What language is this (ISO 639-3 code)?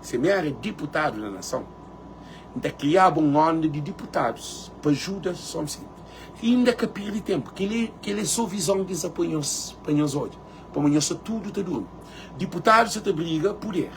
kea